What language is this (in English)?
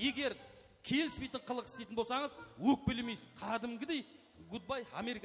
Kara-Kalpak